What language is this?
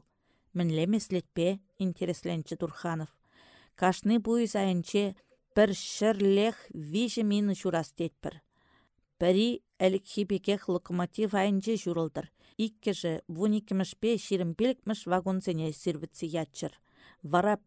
Chuvash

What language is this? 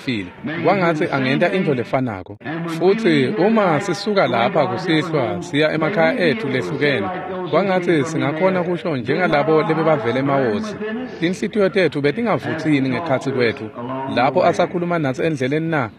Swati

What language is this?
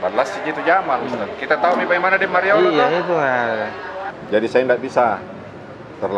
Makassar Malay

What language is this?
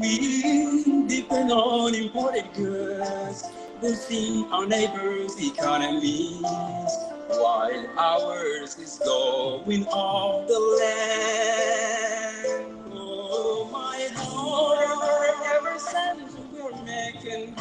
Nuer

